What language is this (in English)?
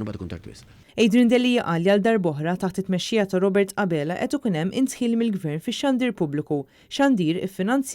Maltese